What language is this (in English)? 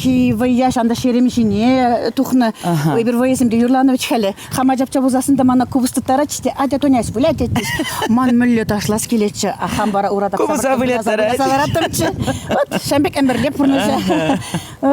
Chuvash